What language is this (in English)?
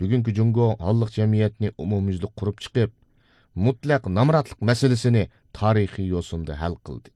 Uyghur